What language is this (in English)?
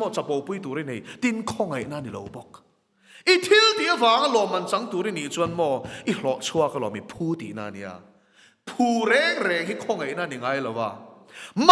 Mizo